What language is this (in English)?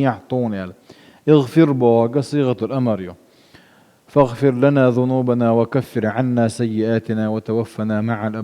Chechen